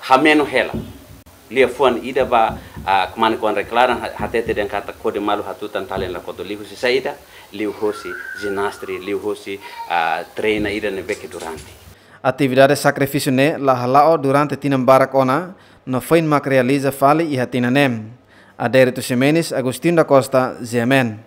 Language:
Tetum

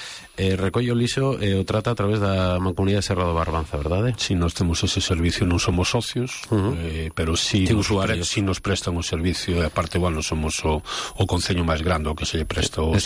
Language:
Galician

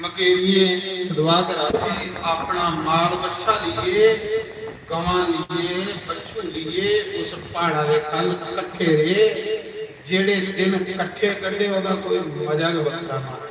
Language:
Dogri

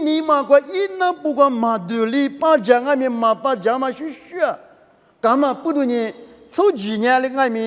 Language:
Lisu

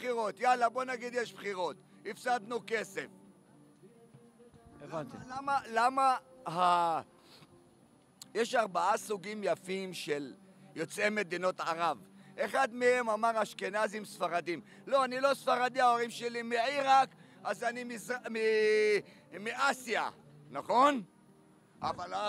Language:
Hebrew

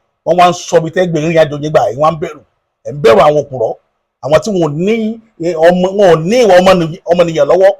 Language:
Yoruba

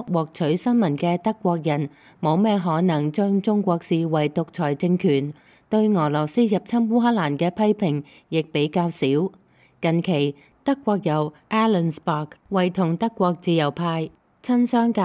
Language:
Cantonese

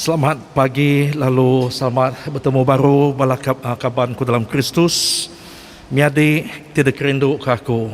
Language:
Iban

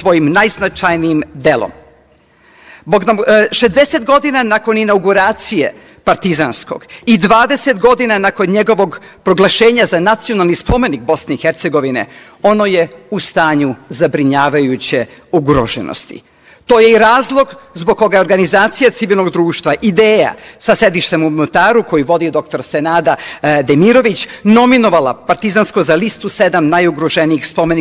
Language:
Serbian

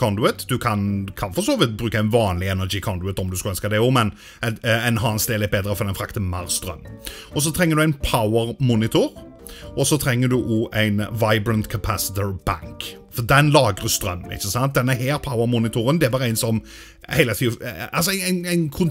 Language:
Norwegian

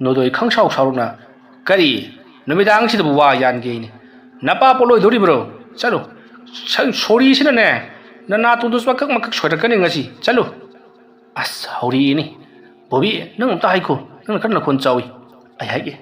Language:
Manipuri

